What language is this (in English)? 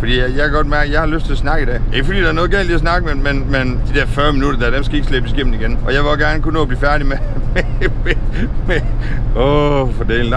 Danish